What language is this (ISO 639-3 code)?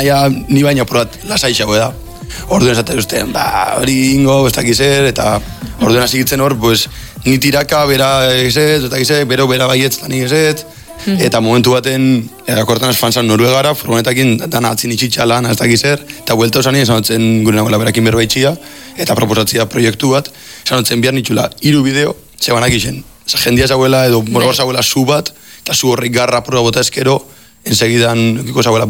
eus